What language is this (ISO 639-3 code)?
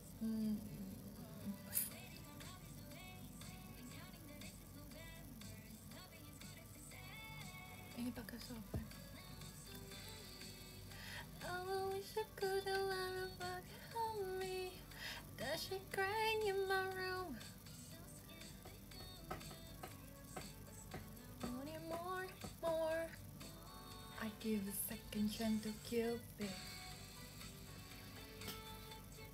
ind